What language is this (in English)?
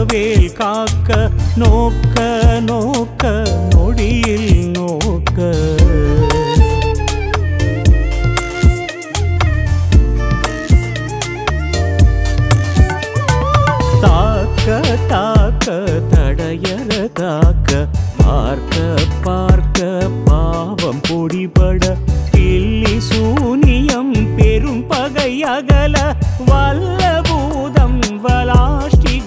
Tamil